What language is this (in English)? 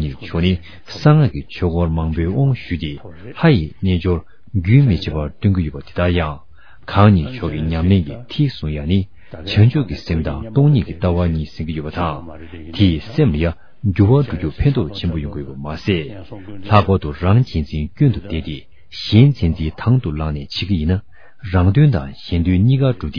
Tibetan